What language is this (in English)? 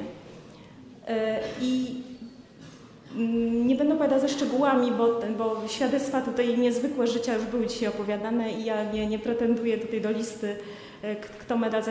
Polish